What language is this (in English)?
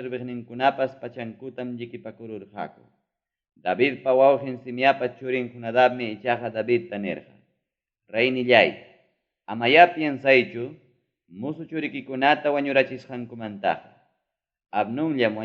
Ayacucho Quechua